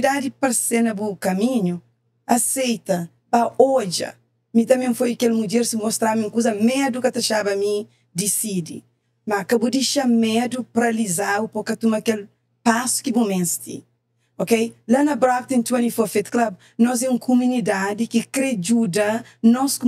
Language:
Kabuverdianu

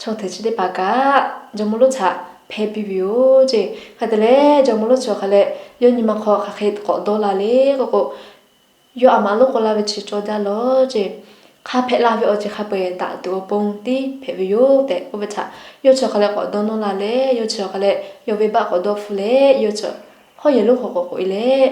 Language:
Lahu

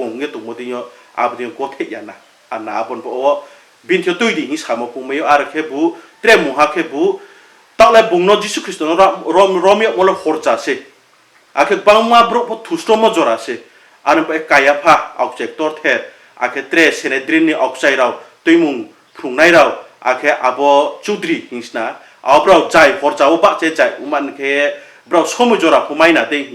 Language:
Riang (India)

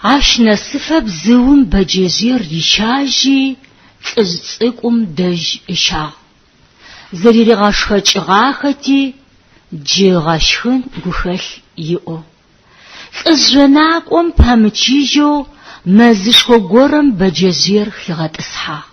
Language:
Adyghe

